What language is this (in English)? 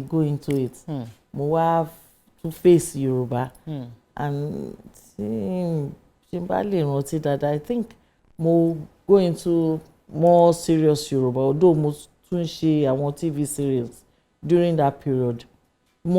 Yoruba